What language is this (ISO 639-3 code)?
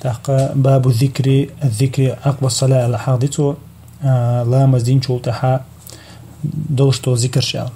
che